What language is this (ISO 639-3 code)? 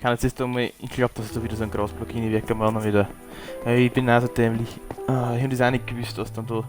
bar